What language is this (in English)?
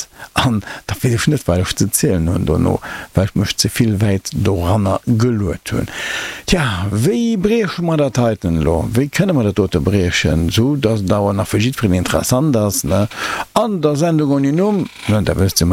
Luxembourgish